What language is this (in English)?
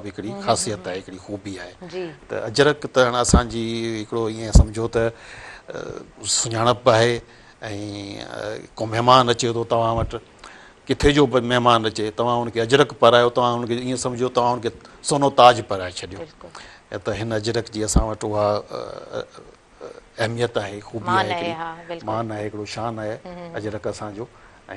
Sindhi